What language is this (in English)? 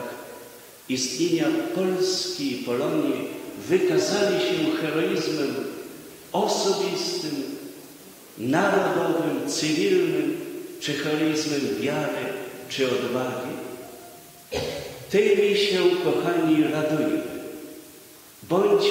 Polish